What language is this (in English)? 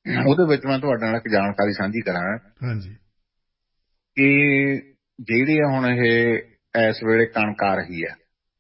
Punjabi